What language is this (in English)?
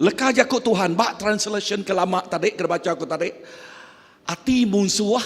Iban